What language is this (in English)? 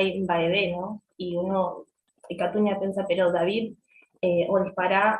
Guarani